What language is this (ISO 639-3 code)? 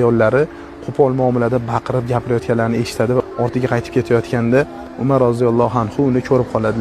uzb